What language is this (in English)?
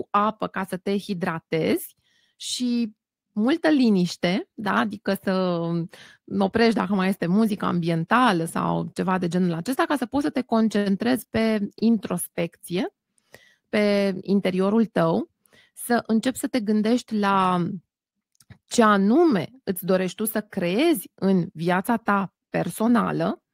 Romanian